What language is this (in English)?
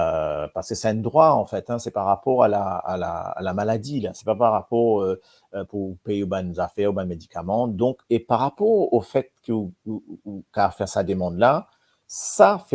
Morisyen